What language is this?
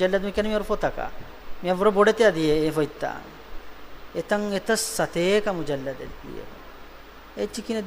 Divehi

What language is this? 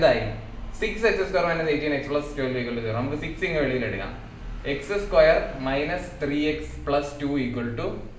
Malayalam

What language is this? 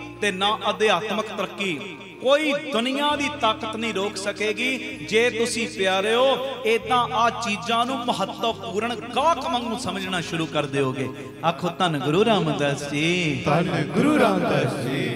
Punjabi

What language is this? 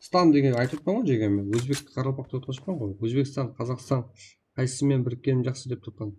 Kara-Kalpak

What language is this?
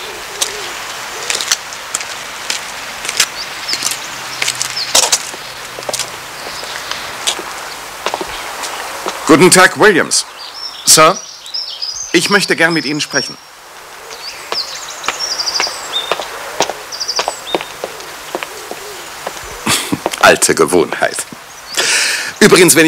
German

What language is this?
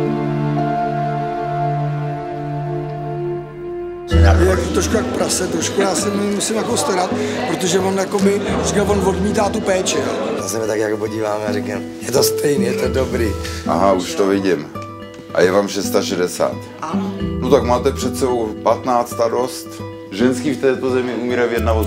Czech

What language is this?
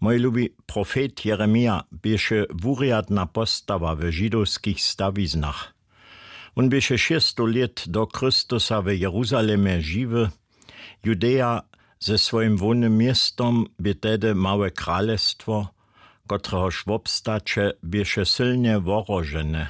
Upper Sorbian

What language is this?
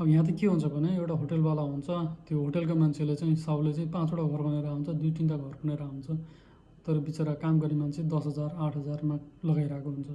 Nepali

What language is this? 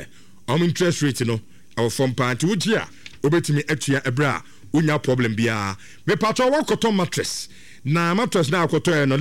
Akan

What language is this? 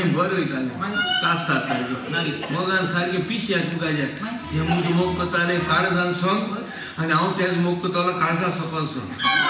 Konkani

